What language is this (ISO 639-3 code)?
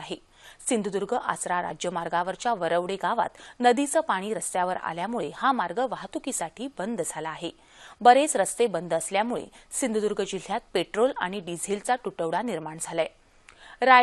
mar